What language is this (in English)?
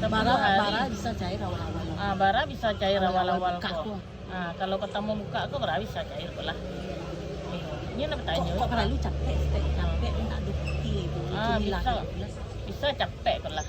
Minangkabau